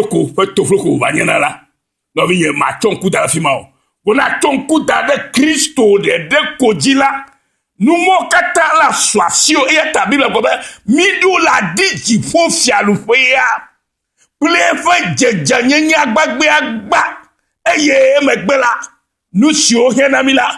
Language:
Ewe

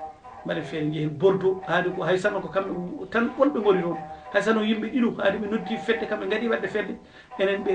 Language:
Fula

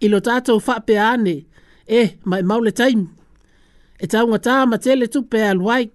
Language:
Samoan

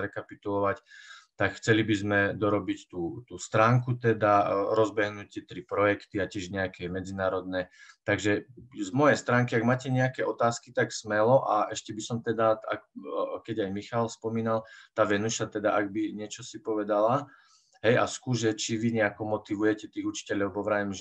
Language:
Slovak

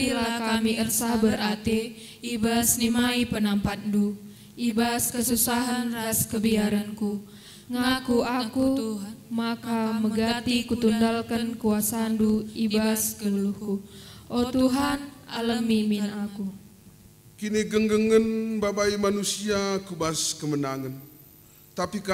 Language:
Batak Karo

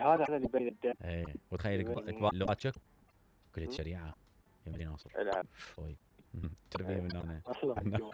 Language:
Mesopotamian Arabic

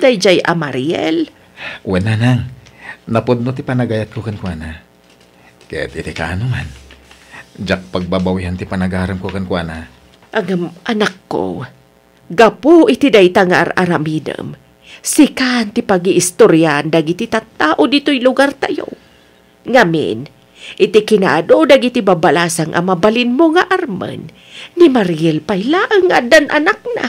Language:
Iloko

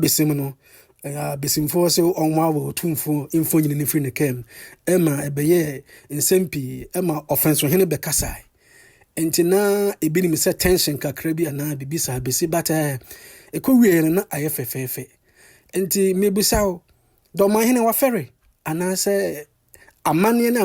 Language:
Akan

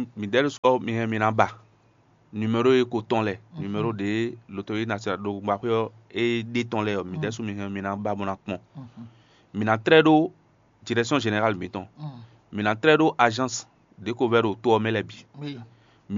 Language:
Fon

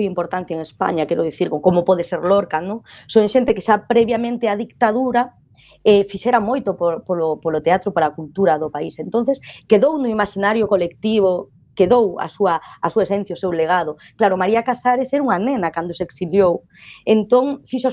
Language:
Galician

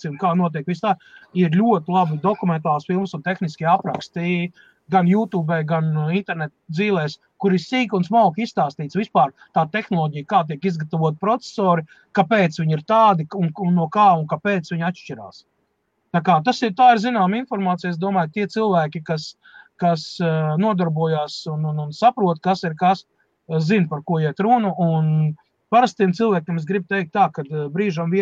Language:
Latvian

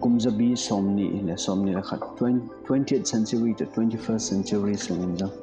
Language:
Paite Chin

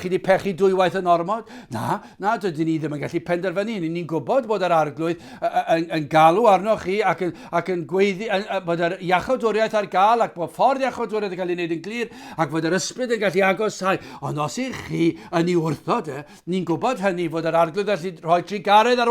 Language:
Welsh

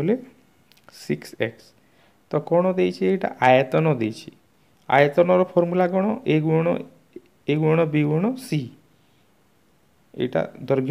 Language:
Odia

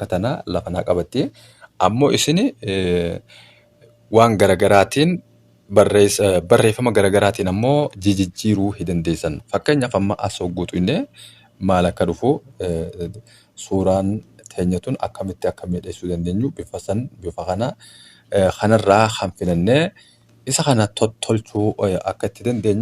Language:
Oromo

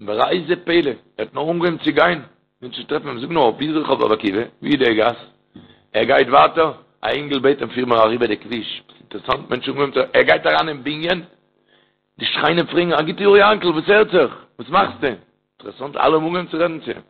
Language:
Yiddish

